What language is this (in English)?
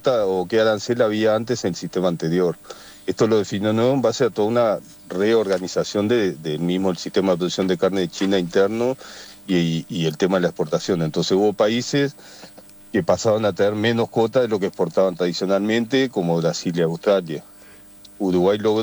Spanish